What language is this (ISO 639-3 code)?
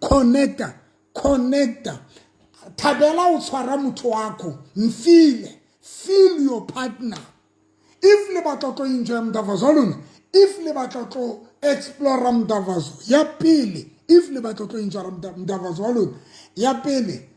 sot